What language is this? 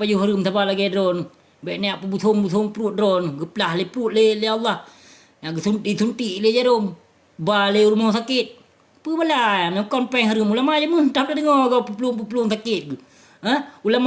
Achinese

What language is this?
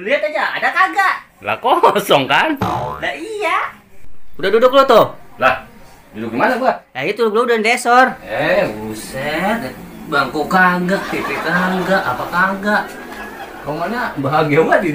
Betawi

